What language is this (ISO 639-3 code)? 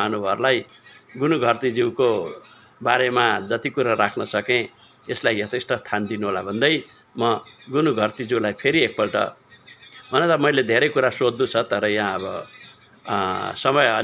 nep